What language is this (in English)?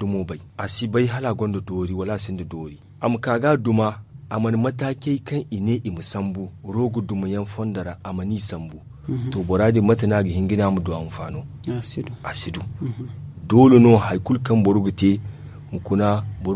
Zarma